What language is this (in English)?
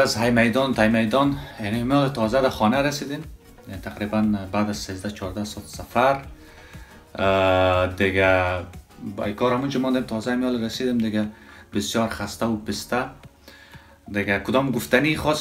Persian